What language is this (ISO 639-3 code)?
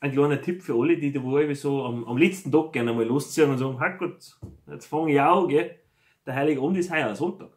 bar